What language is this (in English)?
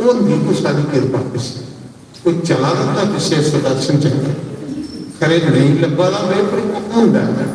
Dogri